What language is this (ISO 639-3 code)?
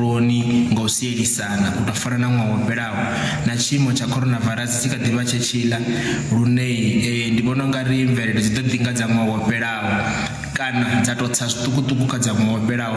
ven